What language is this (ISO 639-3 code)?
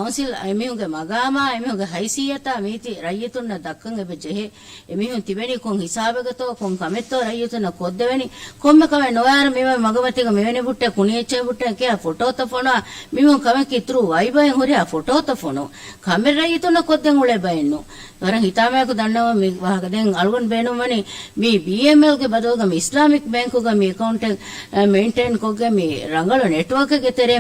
div